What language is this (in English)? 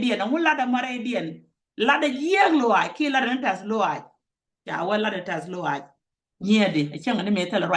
Nuer